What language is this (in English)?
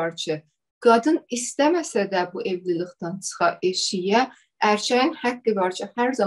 South Azerbaijani